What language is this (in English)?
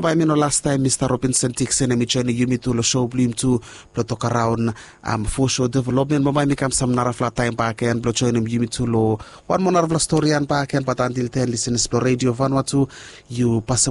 Bislama